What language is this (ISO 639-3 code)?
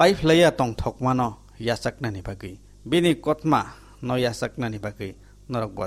trp